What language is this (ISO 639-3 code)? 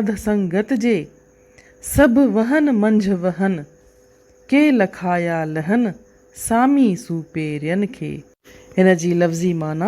snd